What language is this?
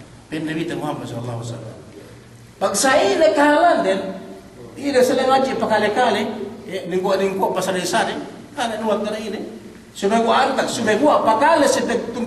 Yakan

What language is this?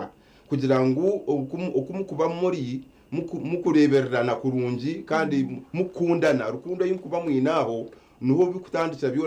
Nyankole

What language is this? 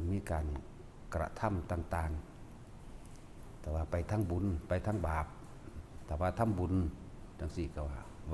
Northeastern Thai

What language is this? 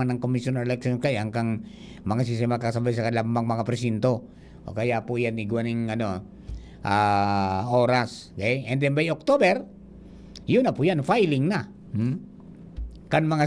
Bikol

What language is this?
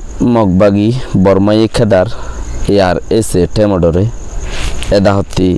Rohingya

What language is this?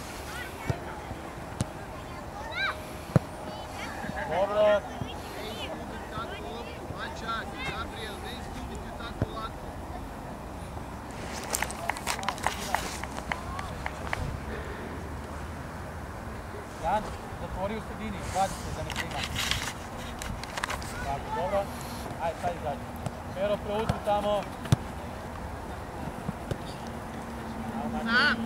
Croatian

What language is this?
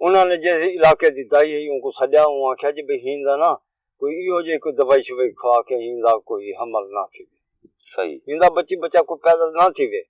Saraiki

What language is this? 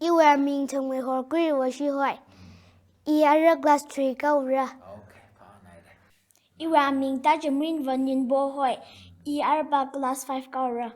Tangkhul Naga (India)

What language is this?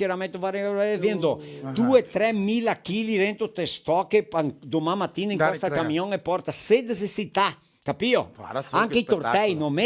Venetian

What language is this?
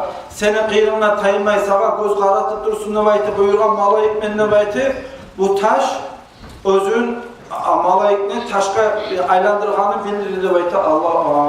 Kumyk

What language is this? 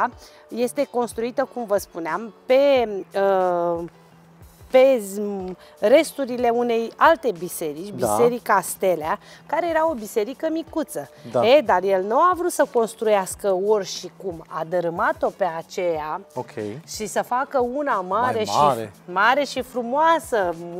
Romanian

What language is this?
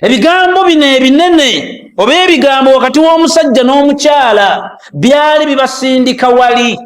Ganda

